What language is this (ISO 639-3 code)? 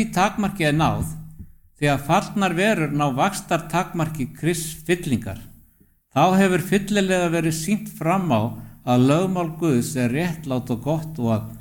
isl